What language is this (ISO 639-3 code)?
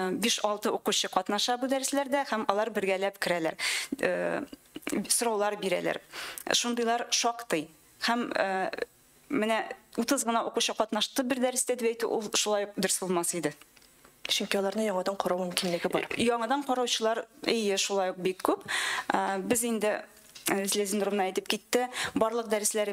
tat